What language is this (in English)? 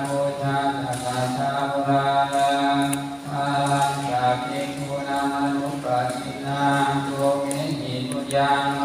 Pali